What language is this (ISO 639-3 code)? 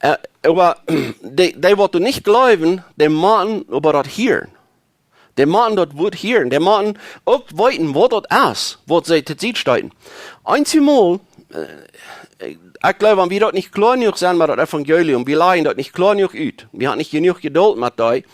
pdt